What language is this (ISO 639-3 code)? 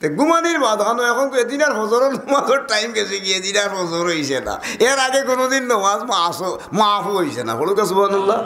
syl